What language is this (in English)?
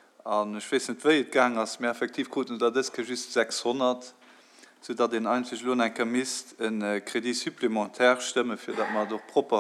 Luxembourgish